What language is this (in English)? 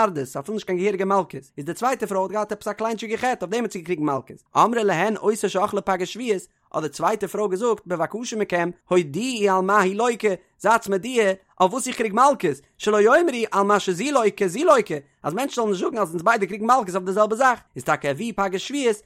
Yiddish